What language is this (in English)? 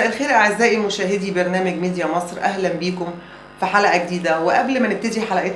Egyptian Arabic